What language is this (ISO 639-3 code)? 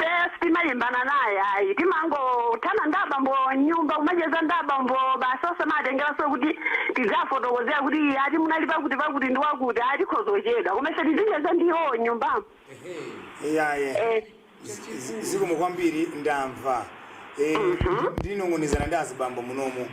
nya